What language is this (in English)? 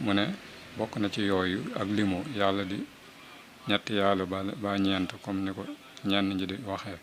Wolof